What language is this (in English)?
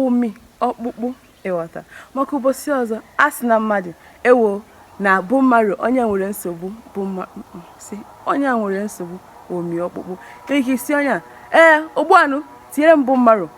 Igbo